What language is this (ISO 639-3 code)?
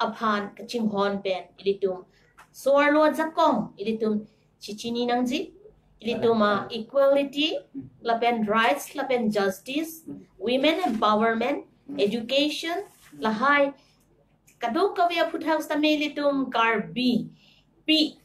mjw